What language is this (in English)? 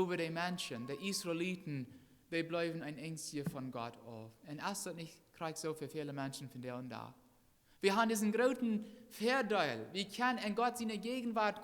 Plautdietsch